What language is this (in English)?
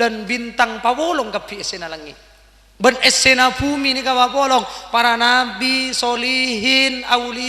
Madurese